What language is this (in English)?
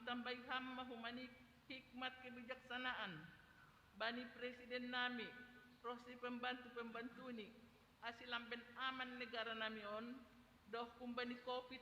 Batak Simalungun